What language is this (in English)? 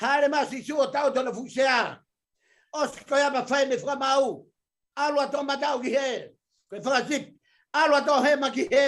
Tongan